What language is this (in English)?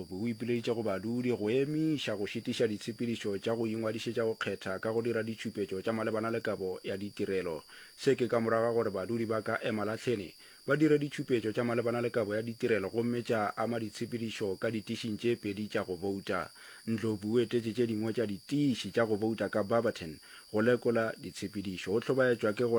Northern Sotho